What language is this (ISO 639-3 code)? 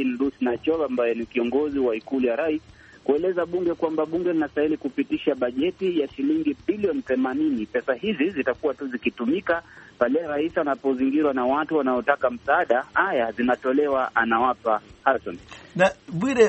swa